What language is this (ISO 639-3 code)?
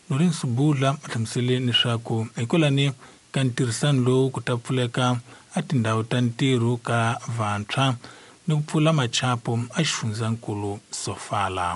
tso